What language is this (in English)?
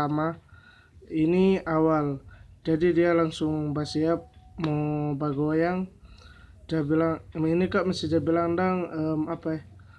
Manado Malay